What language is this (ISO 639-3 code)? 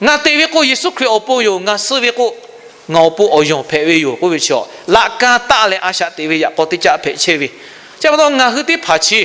lhu